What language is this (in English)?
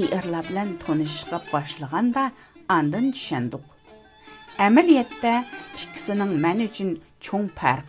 Uyghur